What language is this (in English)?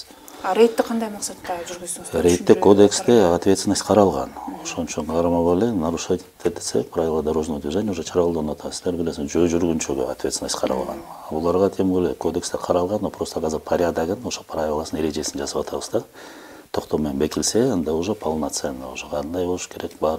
Kyrgyz